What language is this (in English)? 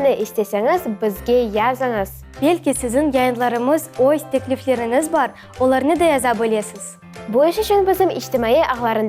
Crimean Tatar